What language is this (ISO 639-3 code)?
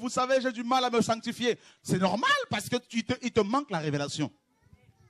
fra